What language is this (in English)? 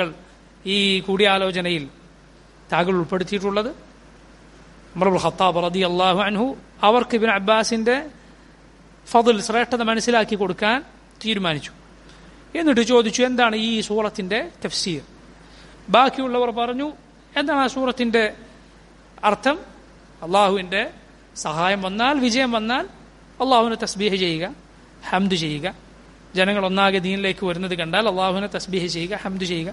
Malayalam